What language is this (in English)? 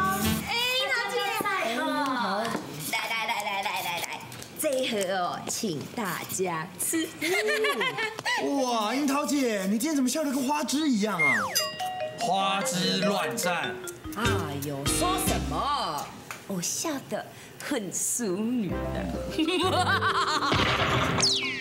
Chinese